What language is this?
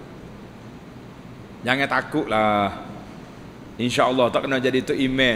Malay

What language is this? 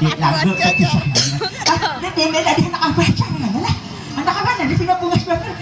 Banjar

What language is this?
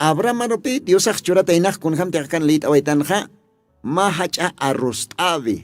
Aymara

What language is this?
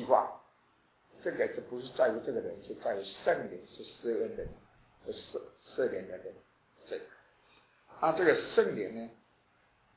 Chinese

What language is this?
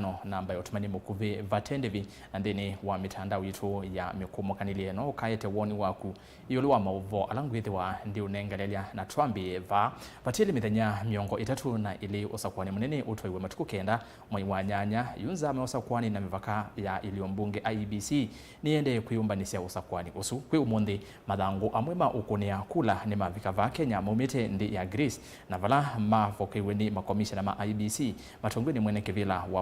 Kamba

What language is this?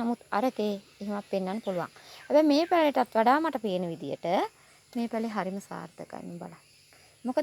Sinhala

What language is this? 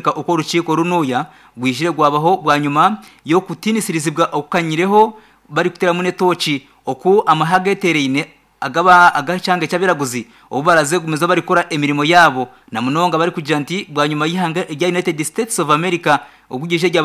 Nyankole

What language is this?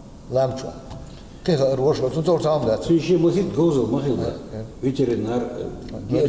Chechen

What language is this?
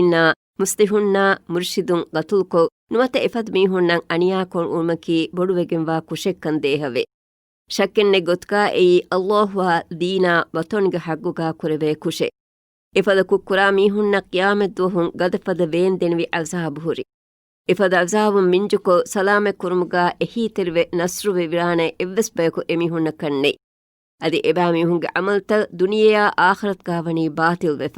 Divehi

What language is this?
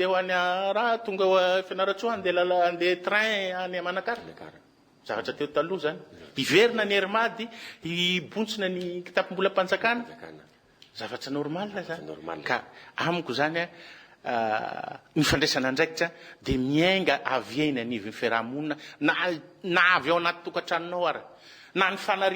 Malagasy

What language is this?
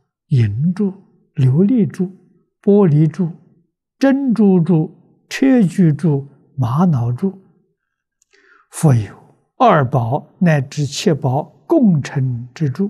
Chinese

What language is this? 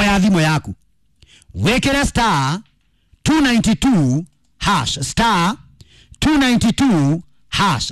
Kikuyu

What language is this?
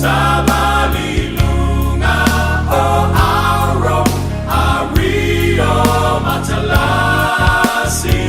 Samoan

